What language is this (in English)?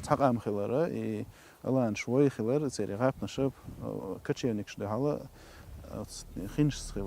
Chechen